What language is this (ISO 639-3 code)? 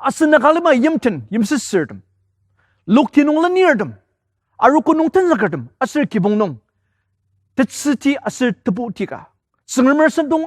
njo